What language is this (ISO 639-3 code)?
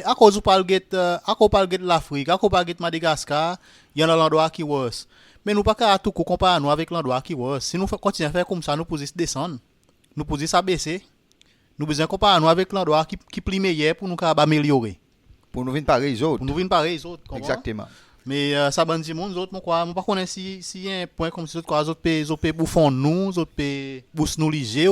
crs